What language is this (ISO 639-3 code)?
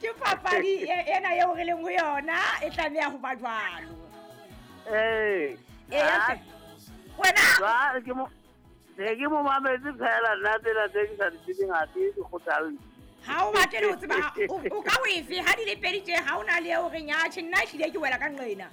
sot